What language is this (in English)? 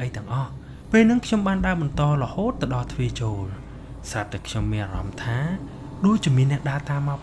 Khmer